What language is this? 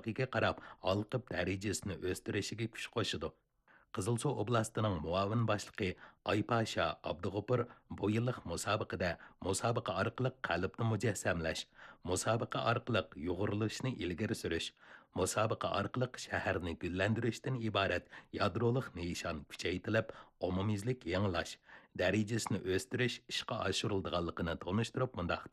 Uyghur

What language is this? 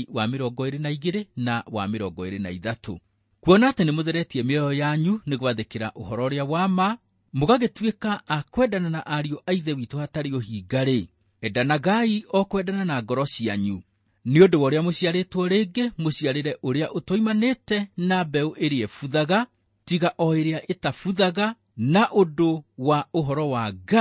Kikuyu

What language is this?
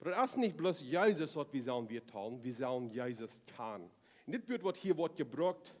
Plautdietsch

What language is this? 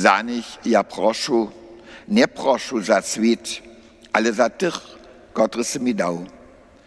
Upper Sorbian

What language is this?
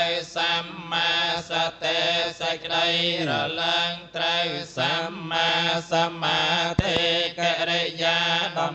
Khmer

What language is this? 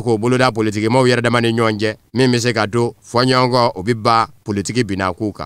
Bambara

